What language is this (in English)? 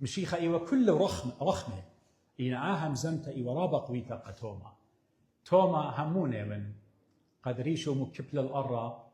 Assyrian Neo-Aramaic